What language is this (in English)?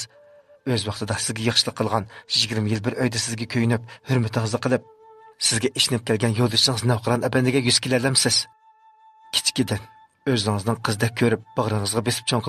Uyghur